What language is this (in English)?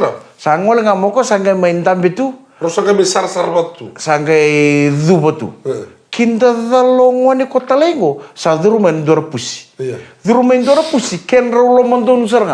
Fijian